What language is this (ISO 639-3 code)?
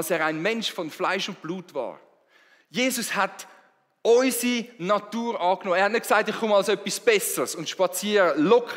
gsw